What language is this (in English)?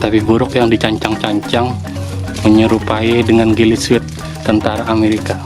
Banjar